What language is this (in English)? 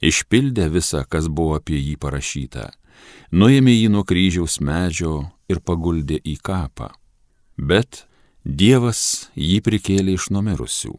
Lithuanian